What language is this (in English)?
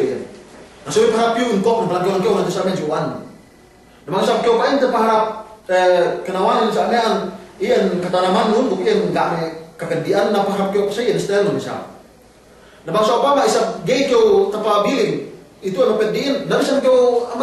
Yakan